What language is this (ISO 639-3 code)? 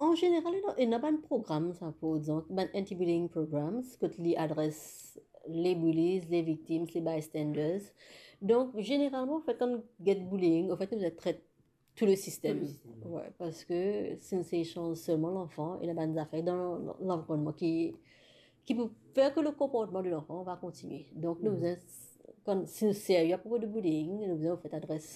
mfe